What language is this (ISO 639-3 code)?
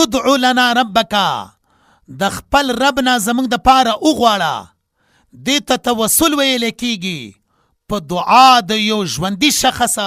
pus